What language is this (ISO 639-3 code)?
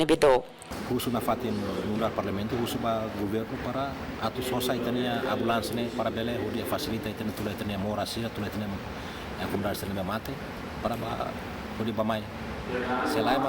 tet